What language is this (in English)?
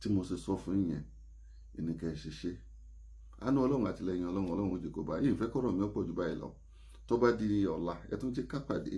Yoruba